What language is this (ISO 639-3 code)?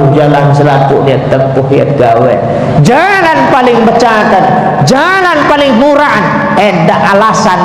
sas